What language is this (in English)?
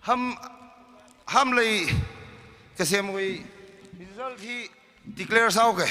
Tangkhul Naga (India)